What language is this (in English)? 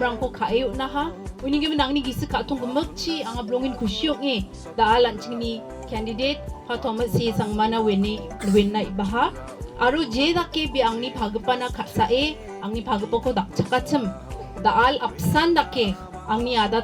Garo